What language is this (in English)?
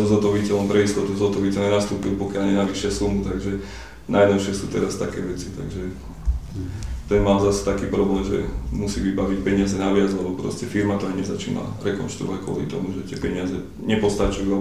Slovak